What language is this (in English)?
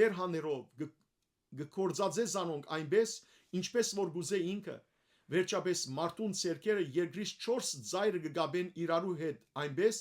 Western Armenian